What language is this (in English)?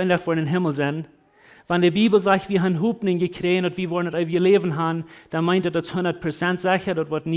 Plautdietsch